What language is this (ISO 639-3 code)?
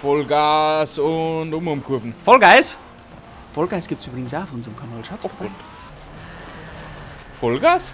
bar